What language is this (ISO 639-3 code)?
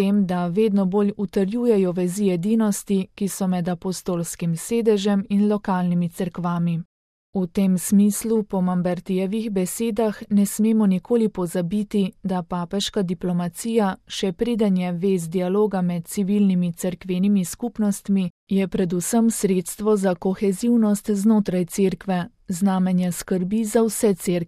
slv